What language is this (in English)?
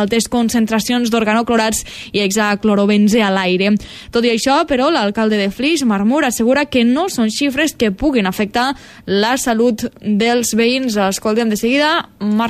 Catalan